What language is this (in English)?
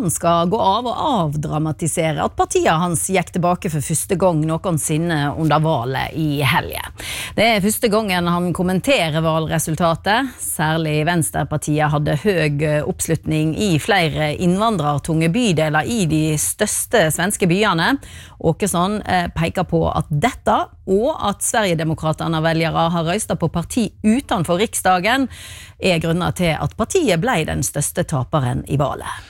Norwegian